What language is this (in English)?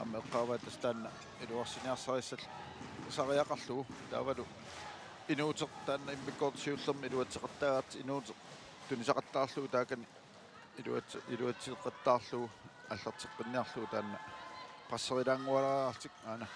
Kalaallisut